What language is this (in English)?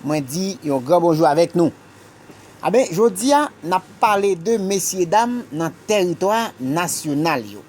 Haitian Creole